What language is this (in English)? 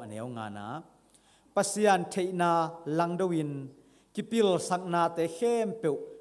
Tedim Chin